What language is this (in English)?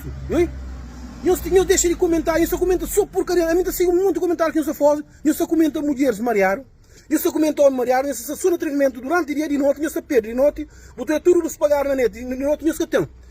Kabuverdianu